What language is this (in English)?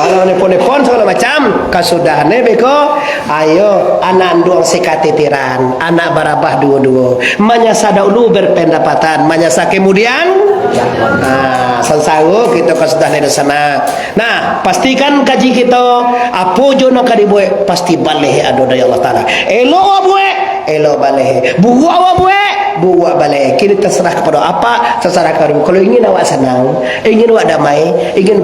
Minangkabau